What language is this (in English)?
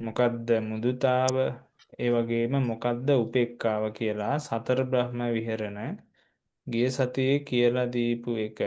Sinhala